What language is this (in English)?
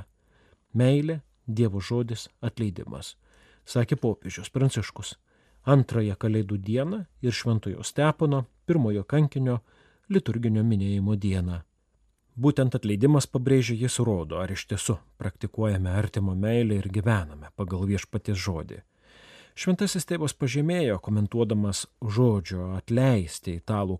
Lithuanian